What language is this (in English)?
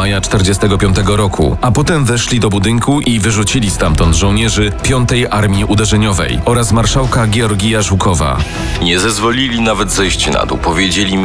Polish